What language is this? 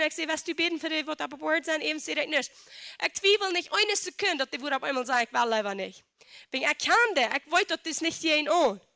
Plautdietsch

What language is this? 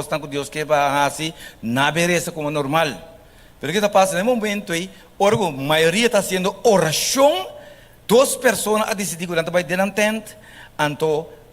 Papiamento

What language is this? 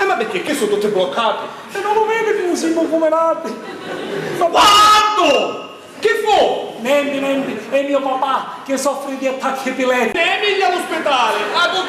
Sicilian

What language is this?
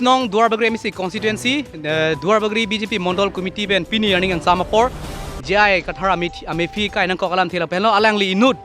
Karbi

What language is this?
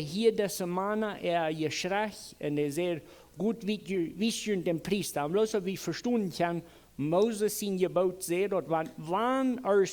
Plautdietsch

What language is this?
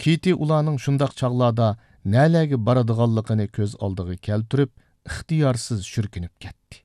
Uyghur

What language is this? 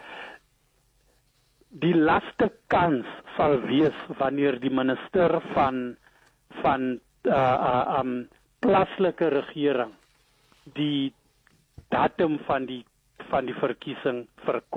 Afrikaans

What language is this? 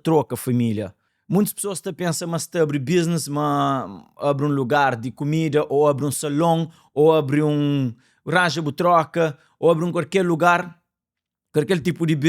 Kabuverdianu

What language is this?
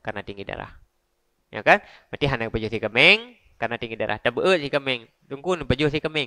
Achinese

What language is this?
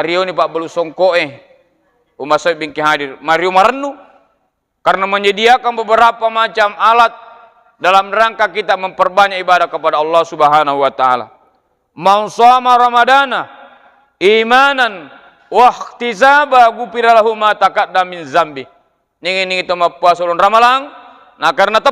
Buginese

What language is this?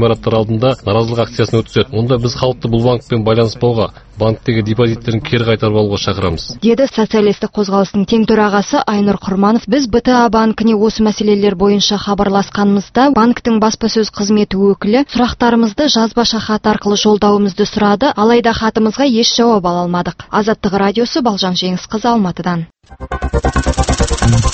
Kazakh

